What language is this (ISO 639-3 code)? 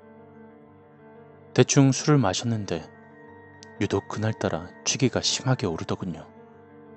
kor